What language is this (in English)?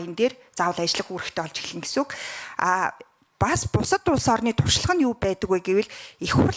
Mongolian